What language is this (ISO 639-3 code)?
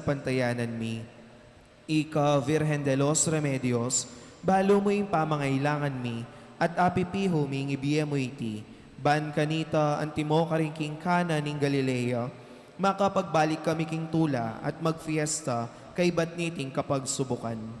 pam